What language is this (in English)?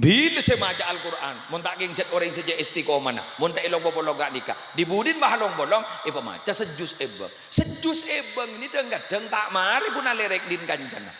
Madurese